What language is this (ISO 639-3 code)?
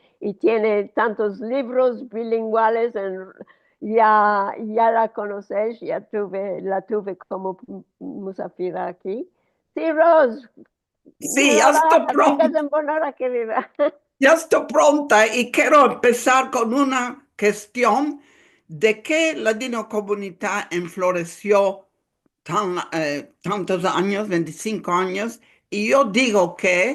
lad